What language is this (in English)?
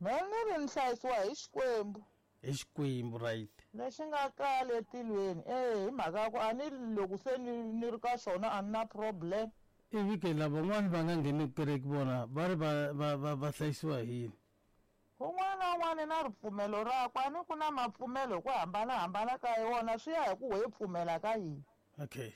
Tsonga